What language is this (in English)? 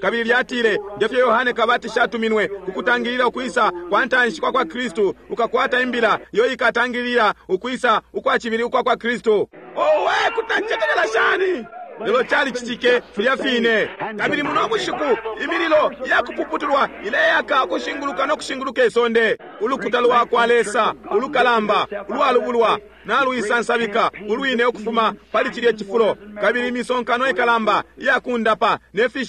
Bemba